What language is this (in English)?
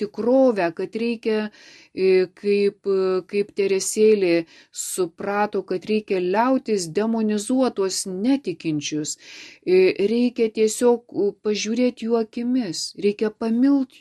Lithuanian